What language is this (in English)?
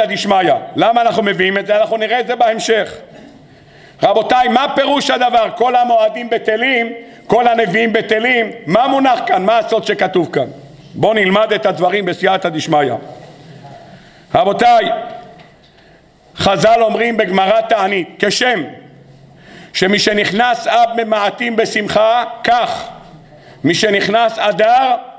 Hebrew